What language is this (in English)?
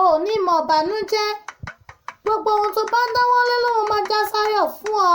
Yoruba